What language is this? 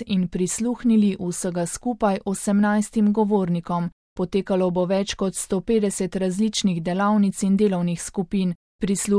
Slovenian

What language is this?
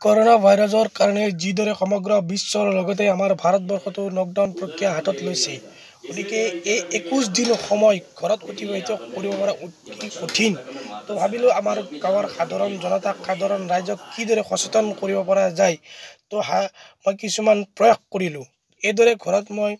Assamese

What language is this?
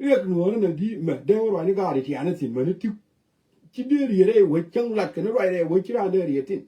Nuer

